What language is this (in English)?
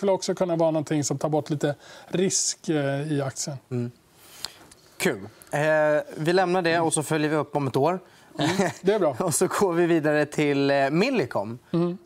Swedish